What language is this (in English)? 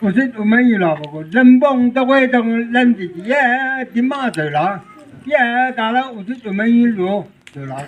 Chang Naga